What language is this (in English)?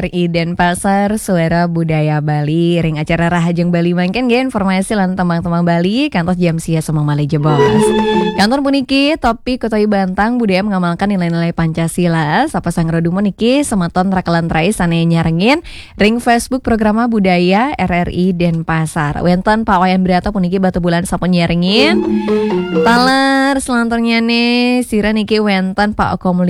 Balinese